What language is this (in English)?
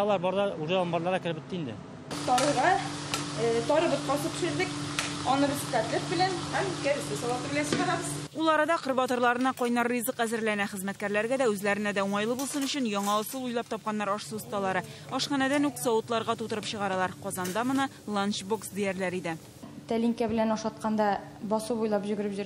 Tatar